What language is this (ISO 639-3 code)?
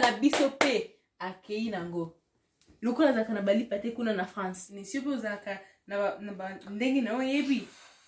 lin